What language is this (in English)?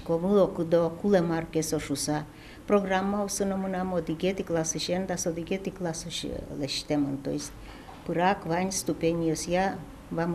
Udmurt